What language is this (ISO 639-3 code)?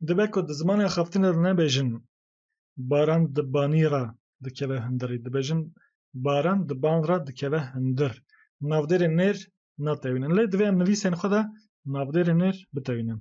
kur